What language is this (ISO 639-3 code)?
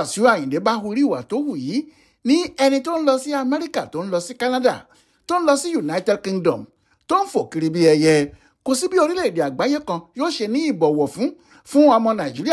yor